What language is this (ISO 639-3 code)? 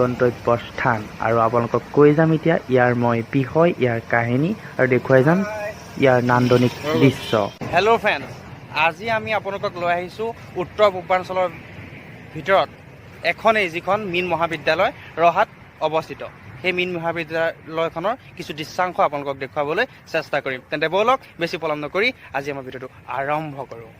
asm